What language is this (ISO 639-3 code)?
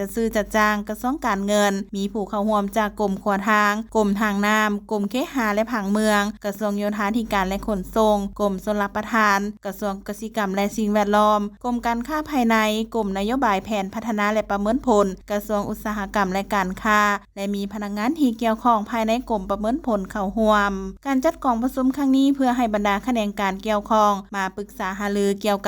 lao